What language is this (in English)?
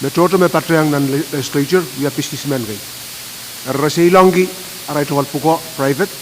Pohnpeian